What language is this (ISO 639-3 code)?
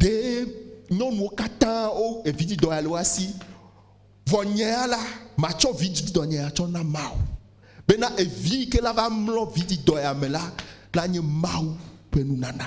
ewe